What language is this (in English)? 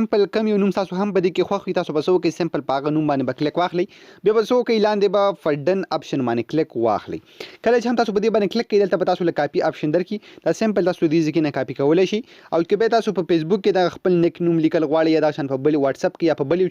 Pashto